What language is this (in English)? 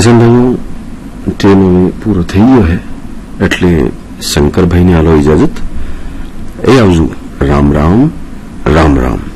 Gujarati